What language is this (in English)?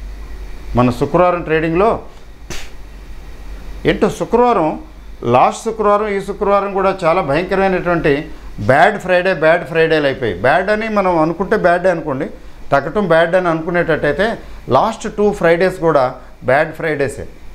Telugu